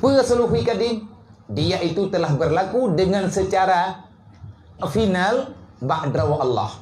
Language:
Achinese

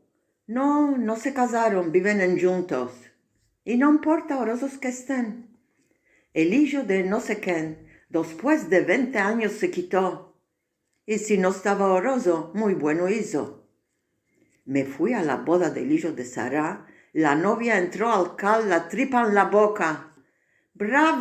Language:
Ladino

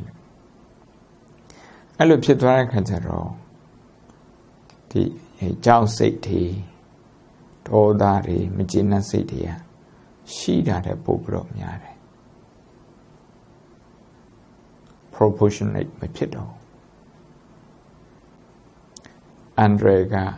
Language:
Burmese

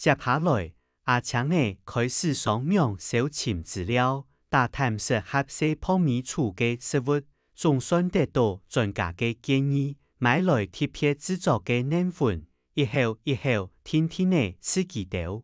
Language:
Hakka Chinese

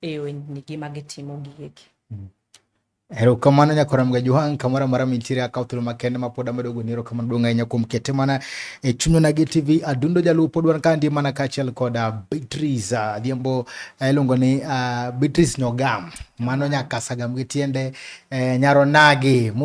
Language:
Luo (Kenya and Tanzania)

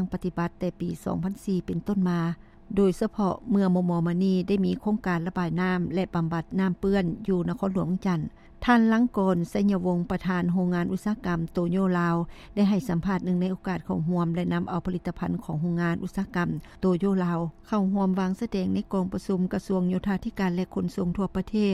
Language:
Lao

